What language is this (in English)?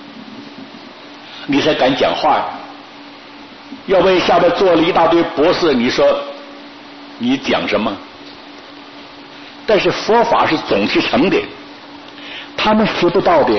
Chinese